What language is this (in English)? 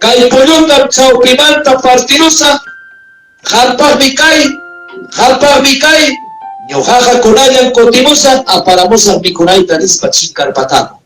Ayacucho Quechua